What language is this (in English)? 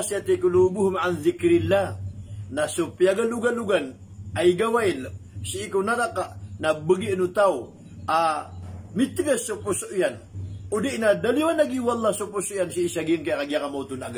Maranao